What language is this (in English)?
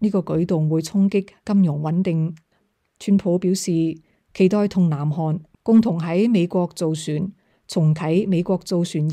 Cantonese